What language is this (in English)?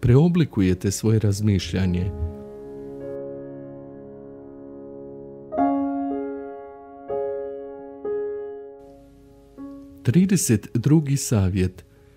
Bosnian